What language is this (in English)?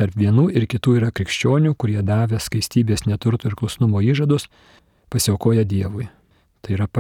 Lithuanian